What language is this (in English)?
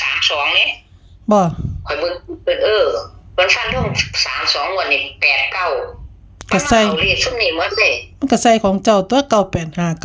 Northeastern Thai